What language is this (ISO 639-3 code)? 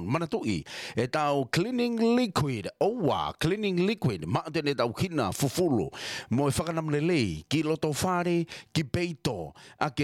ton